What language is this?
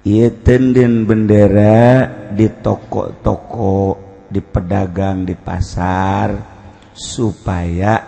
Sundanese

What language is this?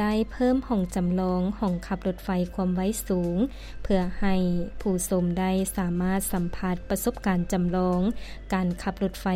Lao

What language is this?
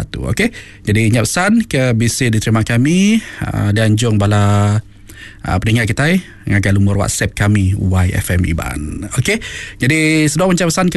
Iban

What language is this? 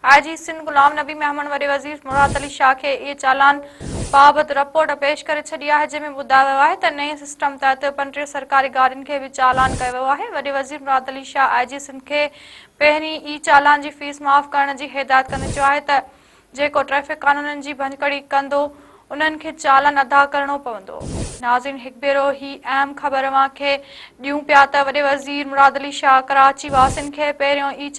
Sindhi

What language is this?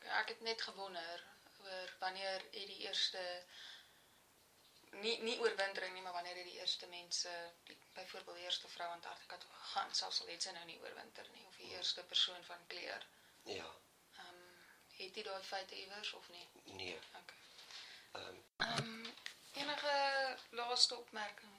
Afrikaans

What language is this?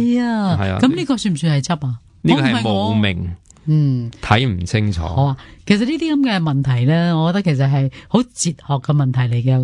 Cantonese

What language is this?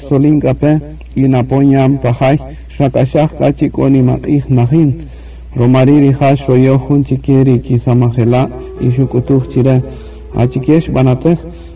Kaqchikel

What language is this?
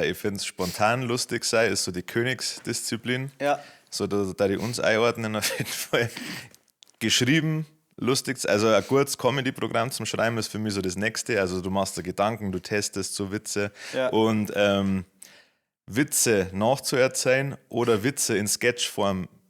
Bavarian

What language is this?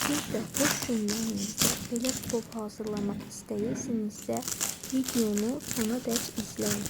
Azerbaijani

